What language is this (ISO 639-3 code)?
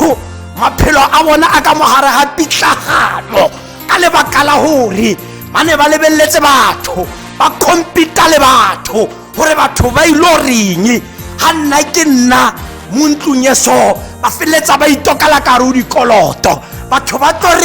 tsn